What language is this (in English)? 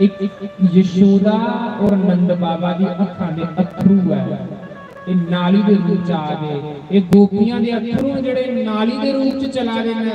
Dogri